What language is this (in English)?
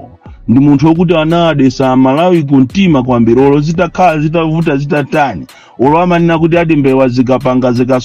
Nyanja